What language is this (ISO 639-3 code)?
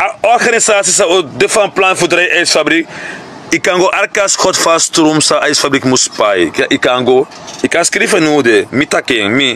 srn